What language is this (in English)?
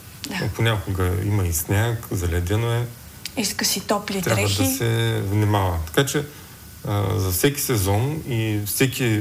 Bulgarian